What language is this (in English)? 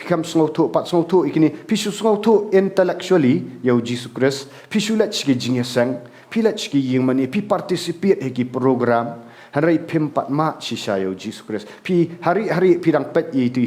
Khasi